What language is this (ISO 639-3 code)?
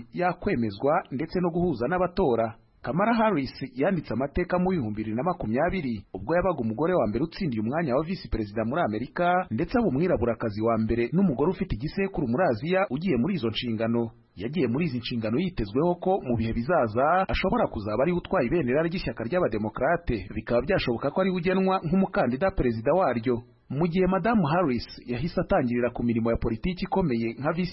kin